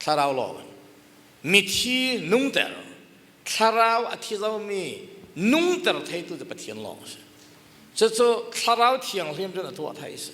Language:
Falam Chin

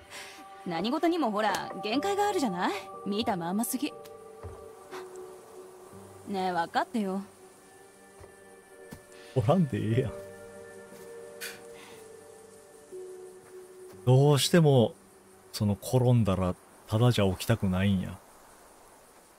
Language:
Japanese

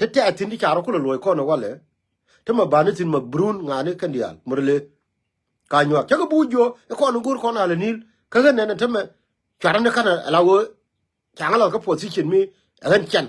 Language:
Nuer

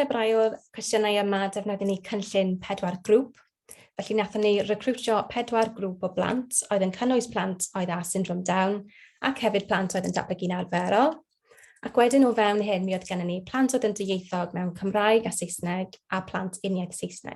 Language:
Welsh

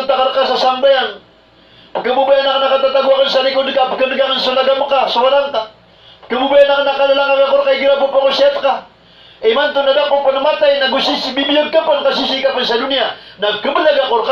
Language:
Maranao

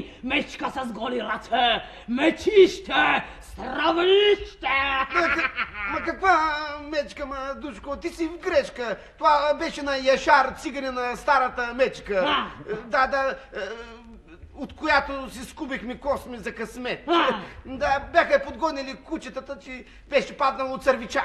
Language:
Bulgarian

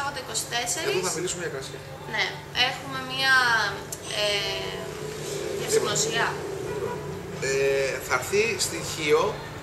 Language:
Greek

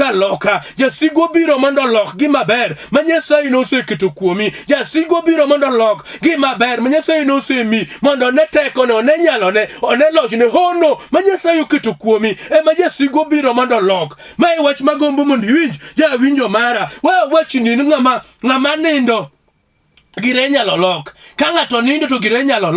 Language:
Luo (Kenya and Tanzania)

